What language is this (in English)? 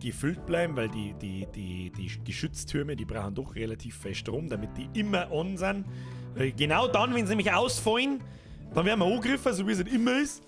Bavarian